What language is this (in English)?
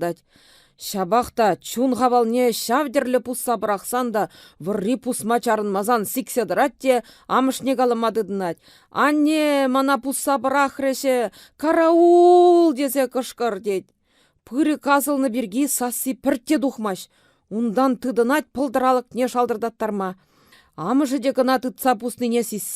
Chuvash